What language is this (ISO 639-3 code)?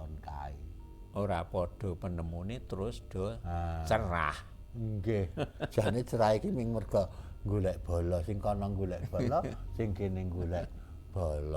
jav